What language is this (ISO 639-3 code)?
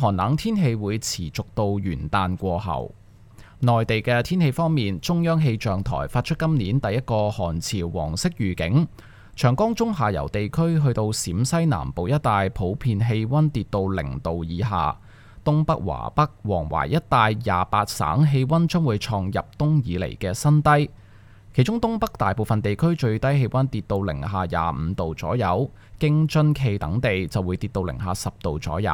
yue